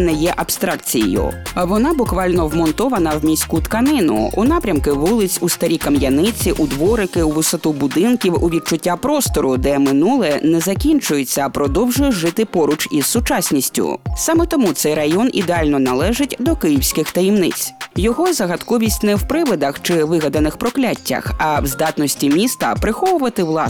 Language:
Ukrainian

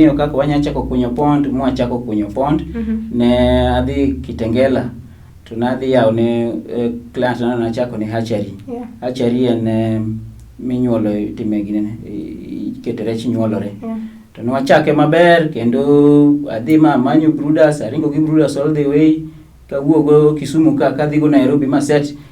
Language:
Luo (Kenya and Tanzania)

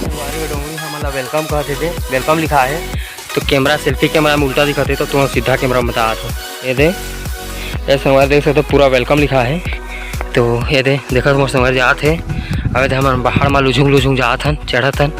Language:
Chhattisgarhi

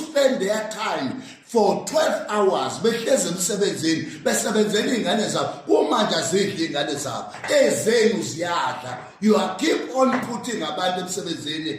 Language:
Zulu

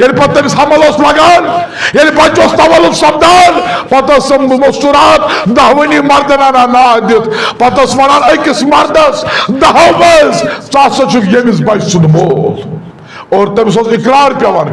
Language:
Kashmiri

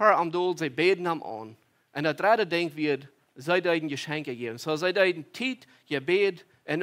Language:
Plautdietsch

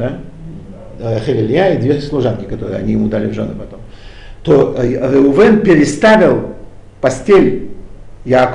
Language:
Russian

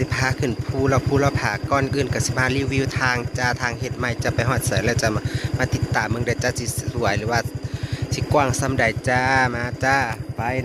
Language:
Lao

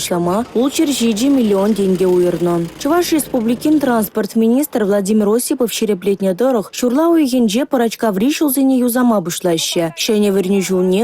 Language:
Chuvash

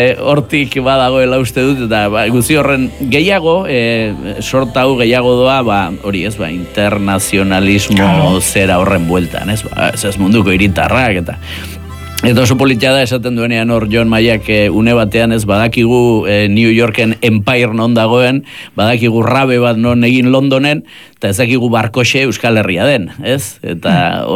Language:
Basque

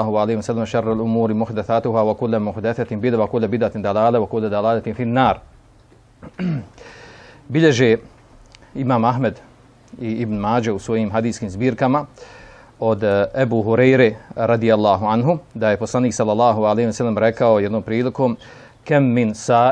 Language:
Bosnian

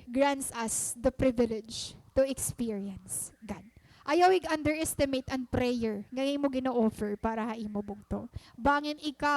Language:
Waray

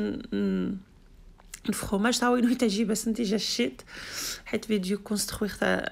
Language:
Algerian Arabic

